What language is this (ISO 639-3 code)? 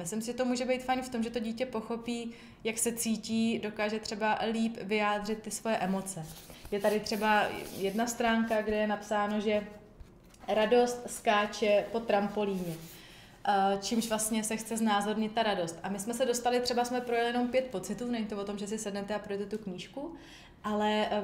ces